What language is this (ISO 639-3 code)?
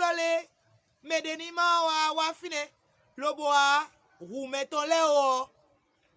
fon